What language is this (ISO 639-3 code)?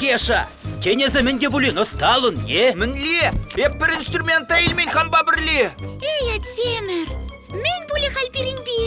chv